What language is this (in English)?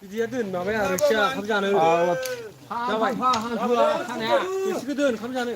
Bodo